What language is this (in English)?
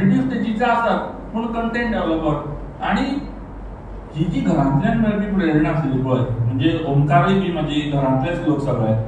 Konkani